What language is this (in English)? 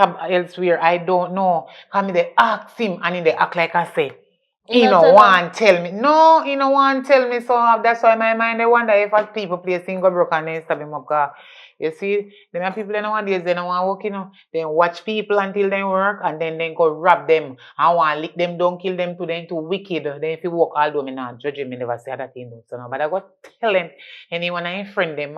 Jamaican Creole English